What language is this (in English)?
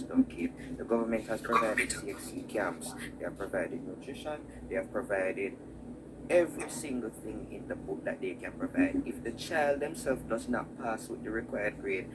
Jamaican Creole English